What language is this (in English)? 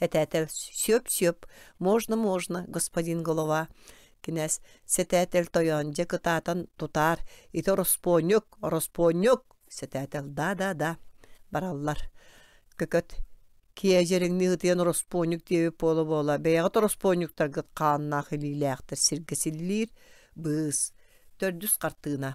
Yakut